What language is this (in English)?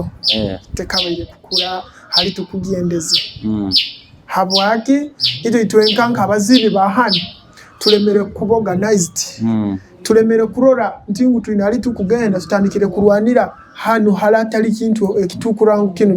Nyoro